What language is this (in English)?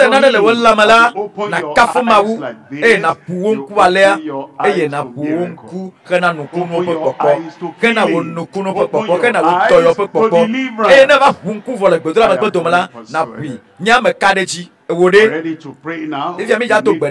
Ewe